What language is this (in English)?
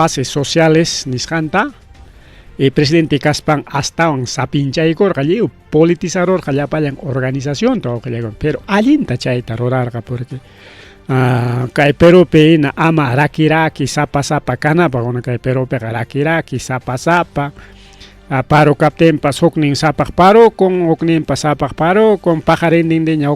Ayacucho Quechua